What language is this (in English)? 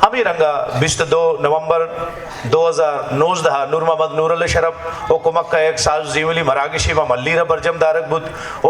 Eastern Balochi